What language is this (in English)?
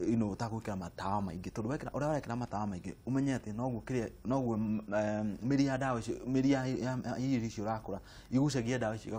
Kikuyu